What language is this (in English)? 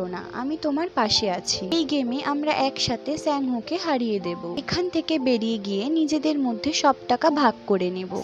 Bangla